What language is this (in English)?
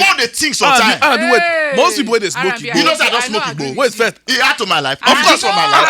Nigerian Pidgin